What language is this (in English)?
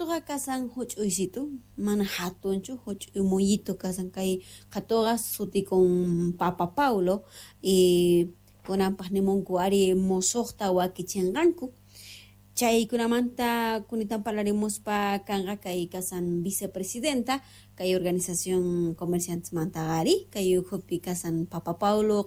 Quechua